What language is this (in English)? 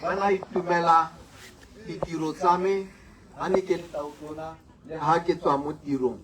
Tswana